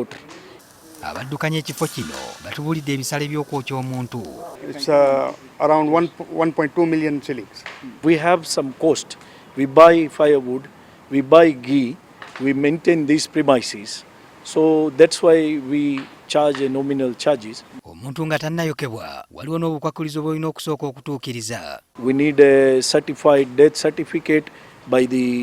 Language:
Ganda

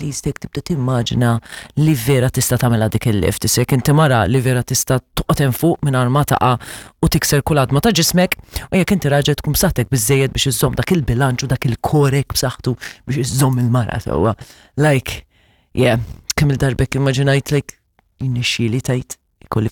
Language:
Maltese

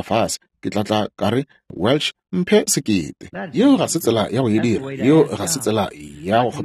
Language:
Northern Sotho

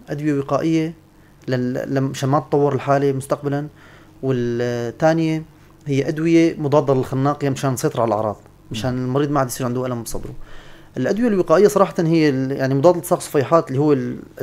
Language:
North Levantine Arabic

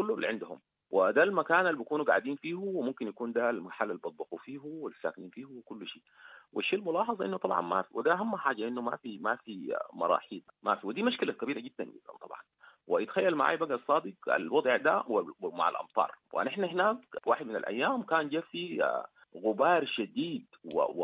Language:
Sudanese Arabic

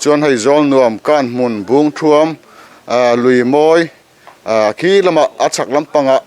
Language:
Mizo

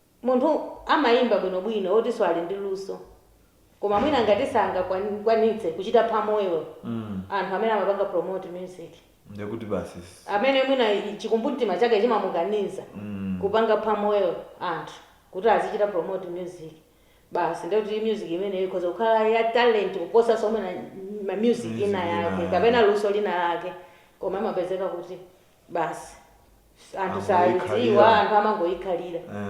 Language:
Nyanja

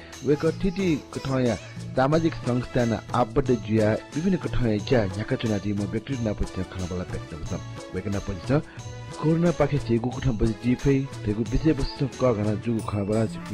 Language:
Newari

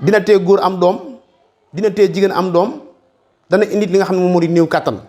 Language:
Wolof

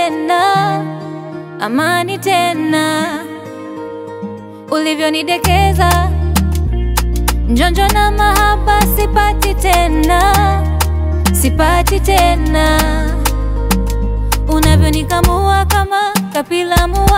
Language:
Swahili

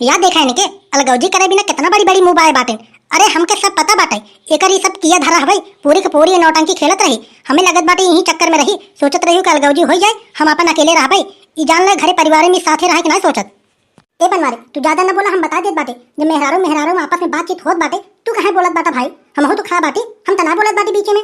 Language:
Awadhi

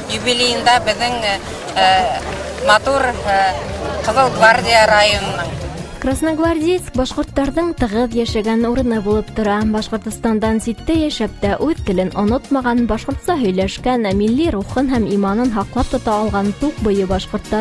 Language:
Bashkir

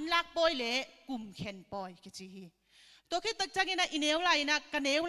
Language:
Tedim Chin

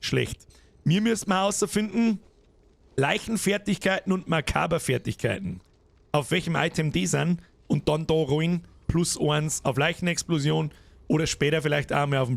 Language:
Bavarian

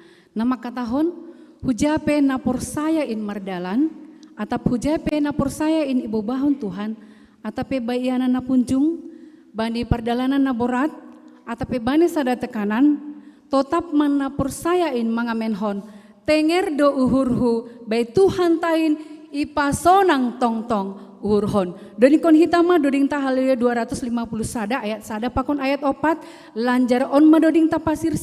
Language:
Batak Simalungun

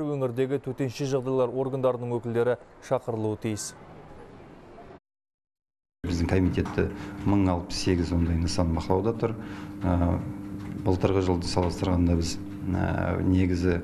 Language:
Kazakh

